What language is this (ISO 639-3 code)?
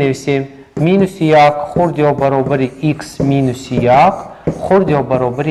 tgk